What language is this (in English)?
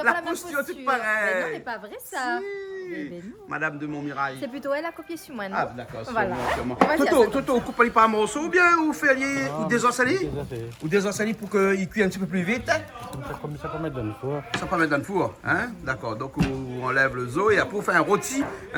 Réunion Creole French